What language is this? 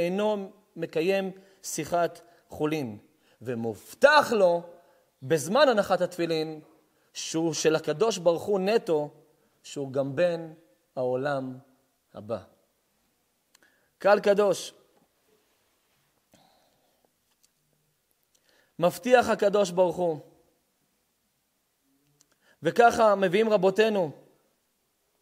Hebrew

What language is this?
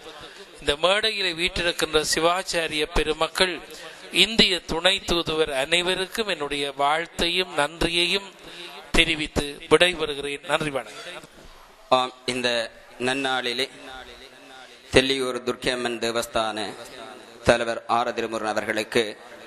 Tamil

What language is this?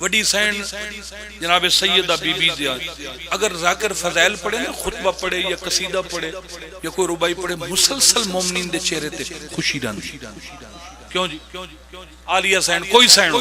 Pahari-Potwari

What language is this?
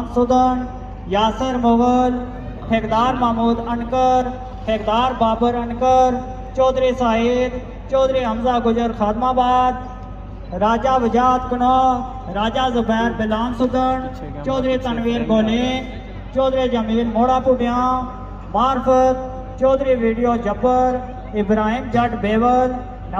Pahari-Potwari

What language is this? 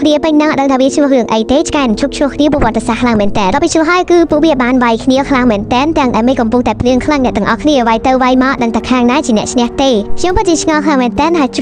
Khmer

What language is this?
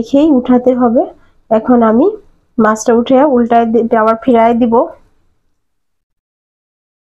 Bangla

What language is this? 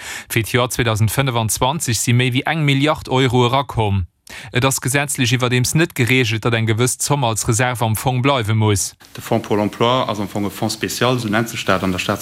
Luxembourgish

